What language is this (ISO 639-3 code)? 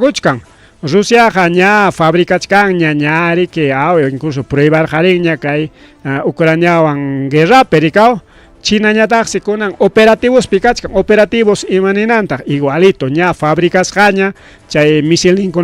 quy